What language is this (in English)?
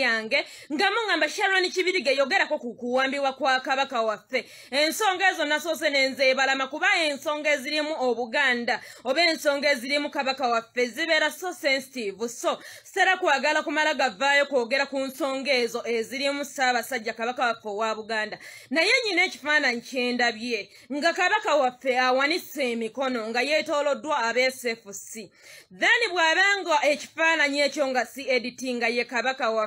Ganda